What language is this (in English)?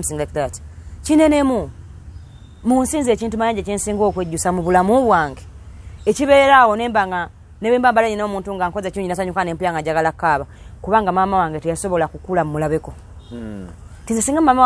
Ganda